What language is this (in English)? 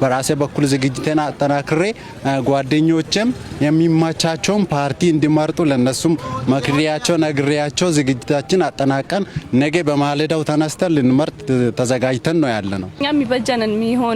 Amharic